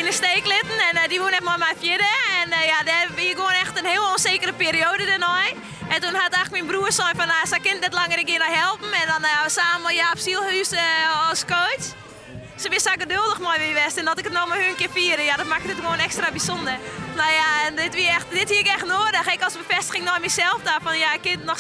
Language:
Western Frisian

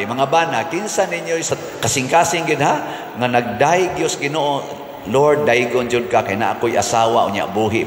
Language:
Cebuano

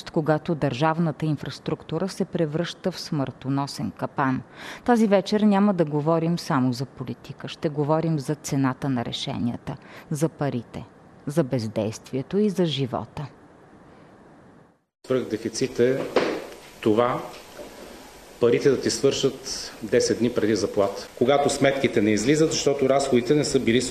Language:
Bulgarian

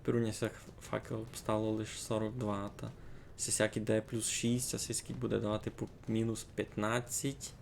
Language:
Rusyn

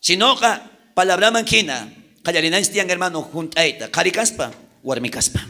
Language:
South Bolivian Quechua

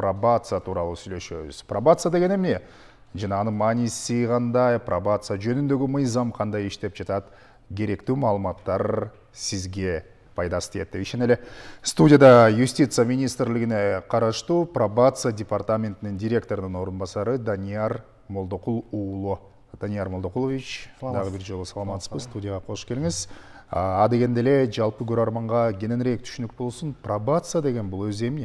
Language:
Kyrgyz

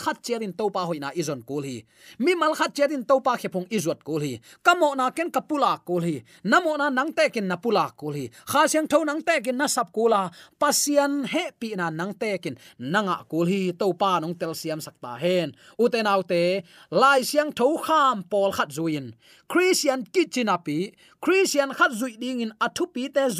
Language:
Tedim Chin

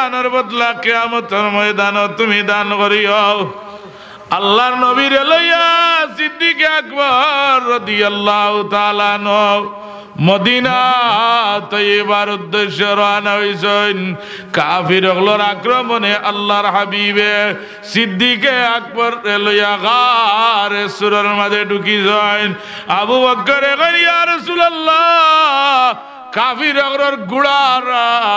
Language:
Sylheti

